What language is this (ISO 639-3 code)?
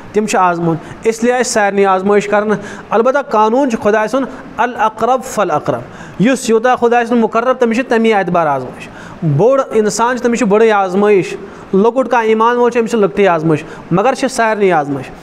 kas